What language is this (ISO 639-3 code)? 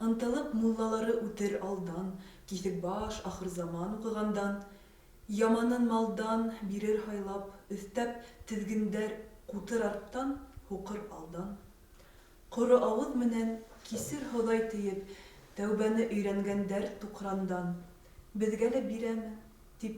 bak